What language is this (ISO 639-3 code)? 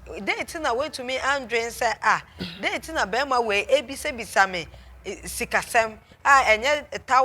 aka